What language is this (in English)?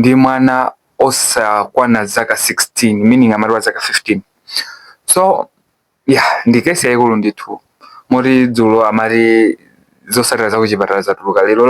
Nyanja